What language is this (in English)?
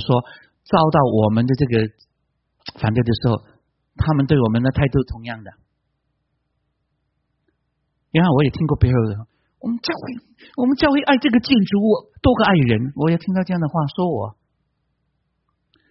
Chinese